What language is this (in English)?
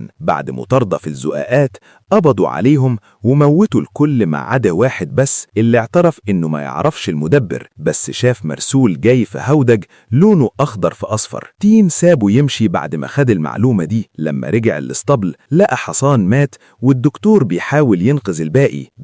Egyptian Arabic